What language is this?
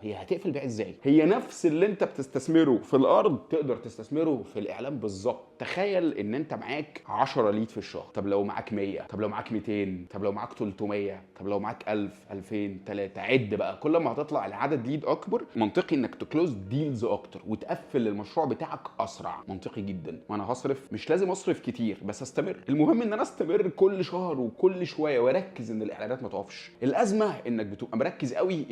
Egyptian Arabic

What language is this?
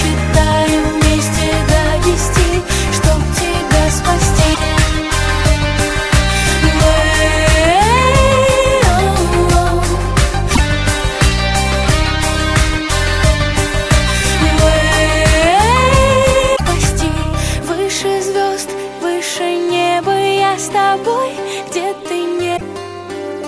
Russian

